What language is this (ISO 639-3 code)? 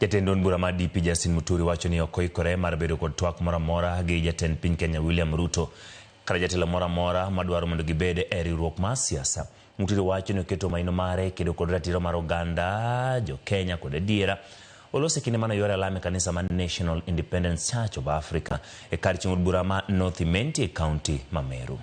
luo